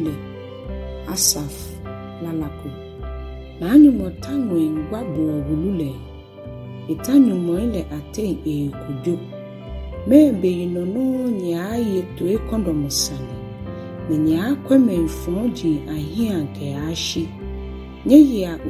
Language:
Ga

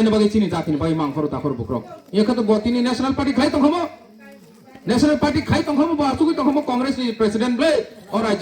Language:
Kok Borok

